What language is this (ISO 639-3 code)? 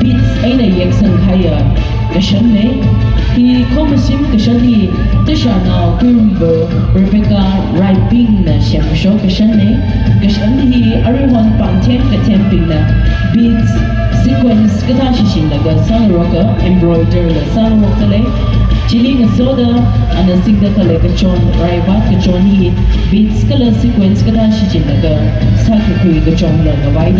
nmf